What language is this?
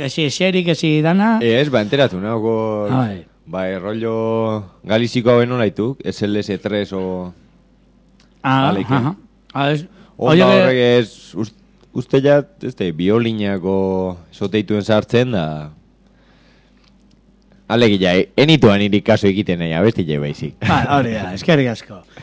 Basque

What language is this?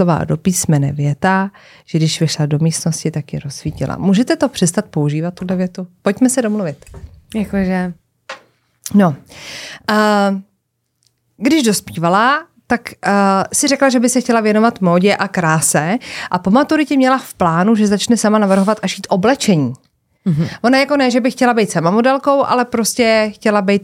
Czech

